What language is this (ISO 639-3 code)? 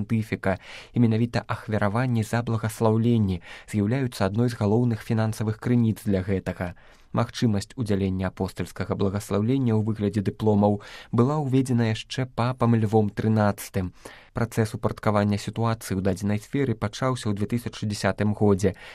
bel